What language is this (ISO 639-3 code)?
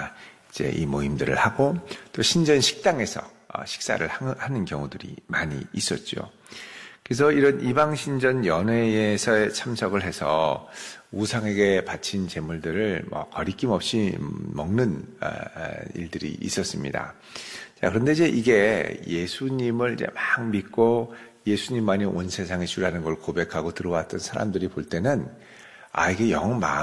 kor